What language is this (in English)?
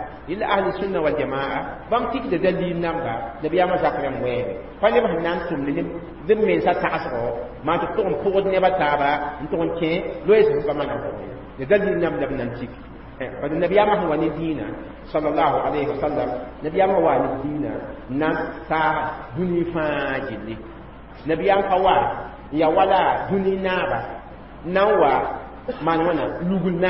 Mossi